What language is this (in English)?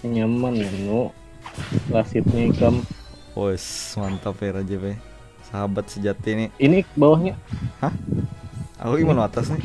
Banjar